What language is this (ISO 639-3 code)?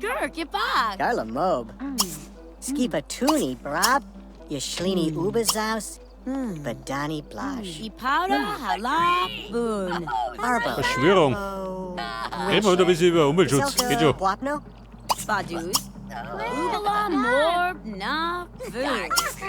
bar